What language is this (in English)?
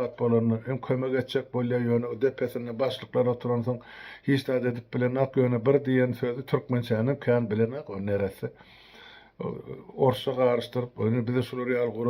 Turkmen